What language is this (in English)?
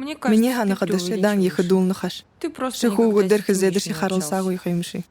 Buriat